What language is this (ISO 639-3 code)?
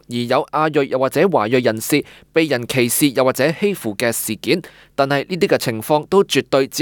yue